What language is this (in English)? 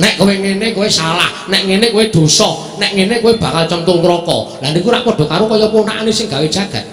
Javanese